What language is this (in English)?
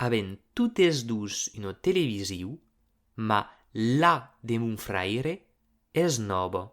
Occitan